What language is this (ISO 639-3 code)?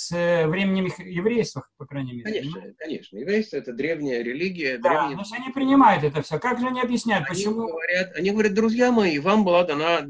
rus